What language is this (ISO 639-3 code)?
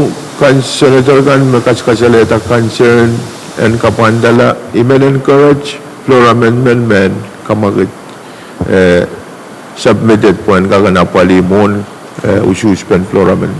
pon